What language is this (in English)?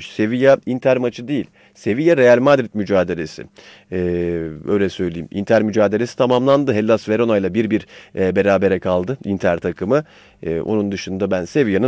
Turkish